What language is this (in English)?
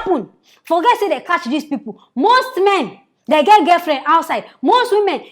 Nigerian Pidgin